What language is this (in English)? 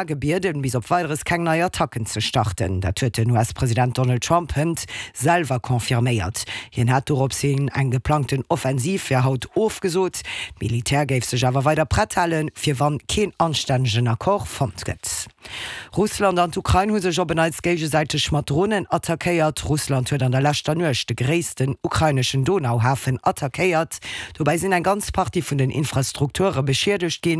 Luxembourgish